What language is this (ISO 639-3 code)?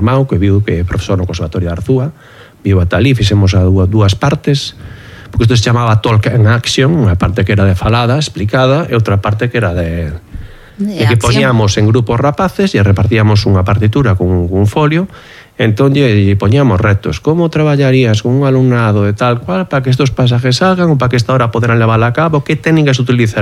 glg